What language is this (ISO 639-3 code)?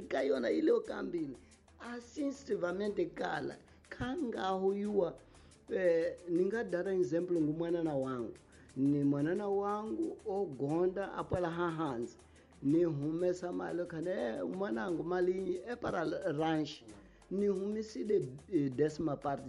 tso